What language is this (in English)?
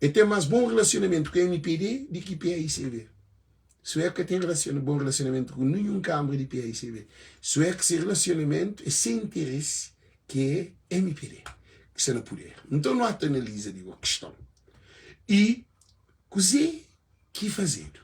Kabuverdianu